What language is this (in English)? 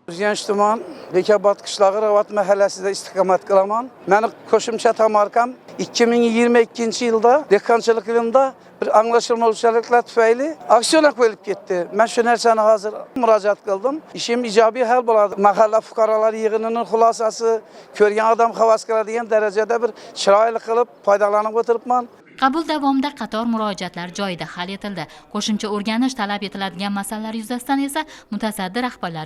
Uzbek